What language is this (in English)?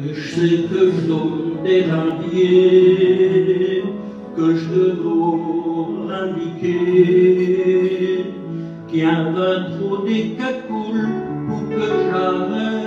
Picard